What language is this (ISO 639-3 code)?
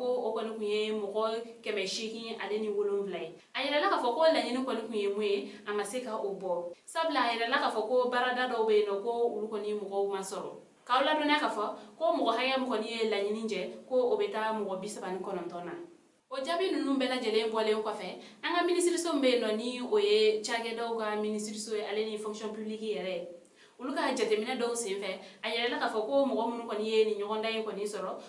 bam